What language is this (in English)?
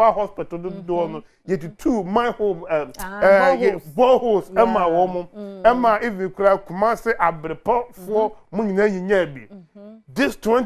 Akan